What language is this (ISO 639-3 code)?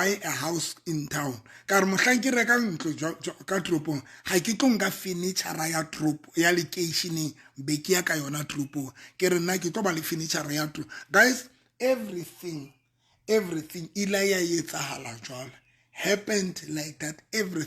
sot